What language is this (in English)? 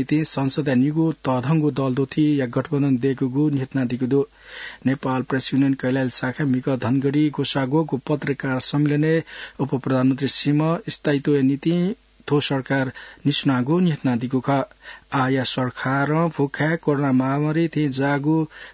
Newari